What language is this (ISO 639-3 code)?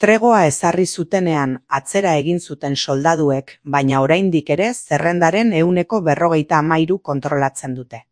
eus